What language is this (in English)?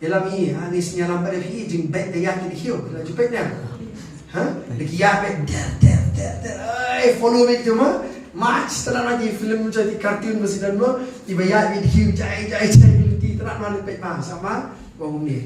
Khasi